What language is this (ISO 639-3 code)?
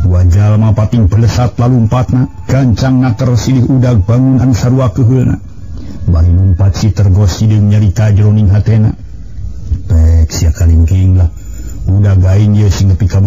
sun